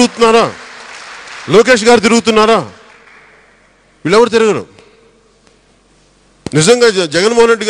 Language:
Telugu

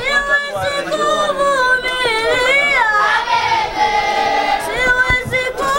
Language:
Swahili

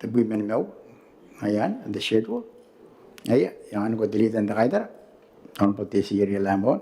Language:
Gilbertese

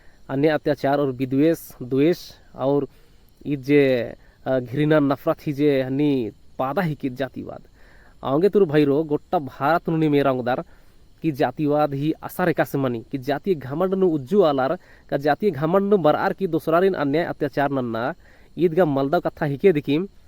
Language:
Kurukh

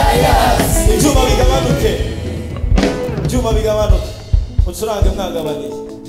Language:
Kinyarwanda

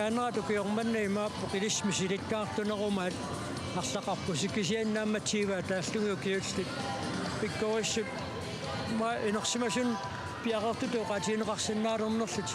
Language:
Kalaallisut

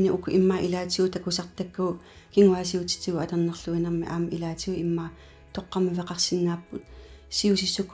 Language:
Kalaallisut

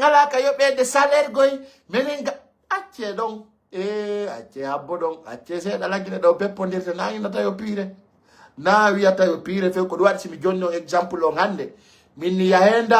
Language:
Fula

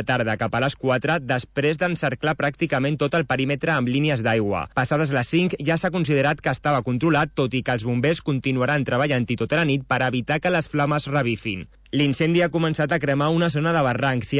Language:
Catalan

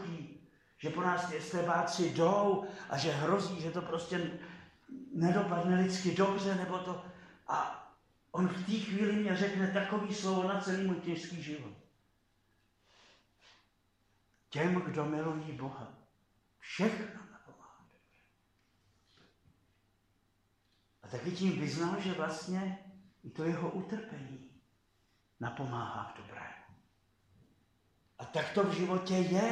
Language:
Czech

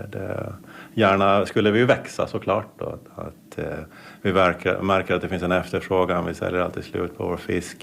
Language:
Swedish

